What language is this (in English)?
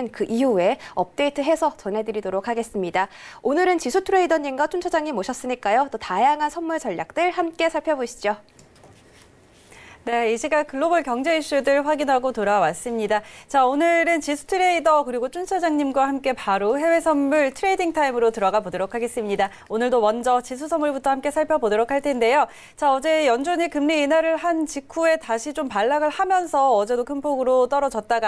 Korean